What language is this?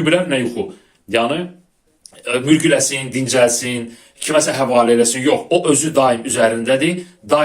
Azerbaijani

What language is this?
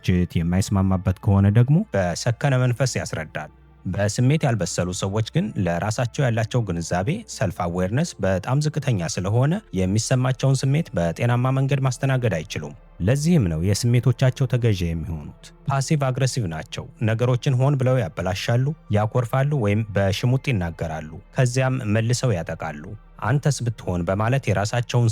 Amharic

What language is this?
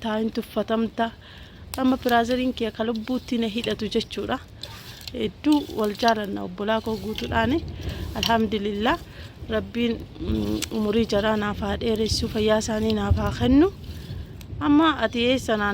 Oromo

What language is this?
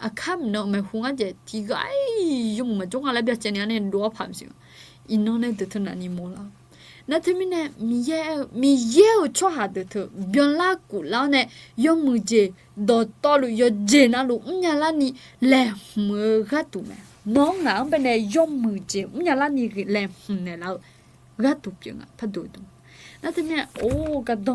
Akha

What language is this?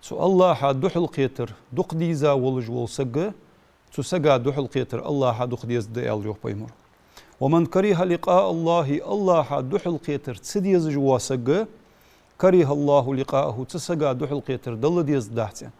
Ingush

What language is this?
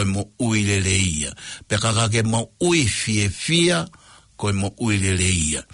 Tongan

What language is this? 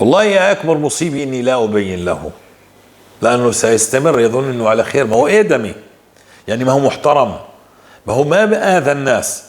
North Levantine Arabic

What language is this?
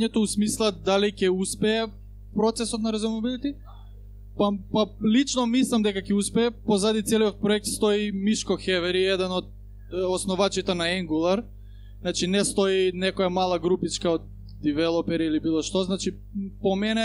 Macedonian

